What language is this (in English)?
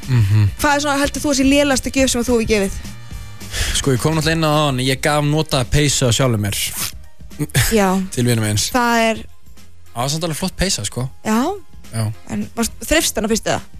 Icelandic